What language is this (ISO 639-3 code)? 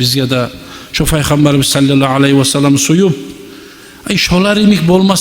kum